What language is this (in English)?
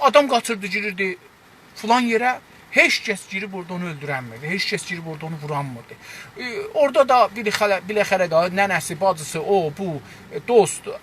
South Azerbaijani